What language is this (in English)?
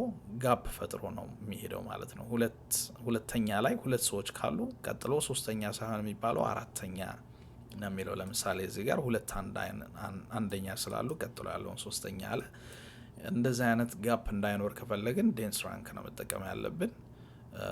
Amharic